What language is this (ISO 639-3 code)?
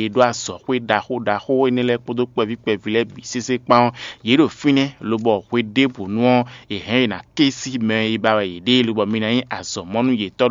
fon